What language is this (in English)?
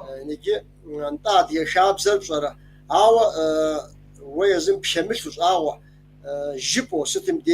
Kabardian